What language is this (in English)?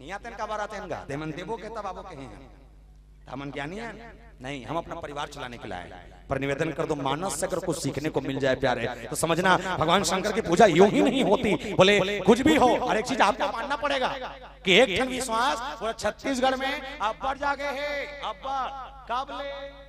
Chhattisgarhi